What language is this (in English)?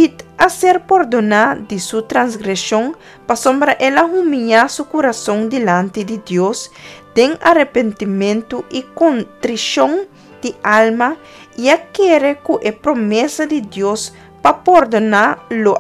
Papiamento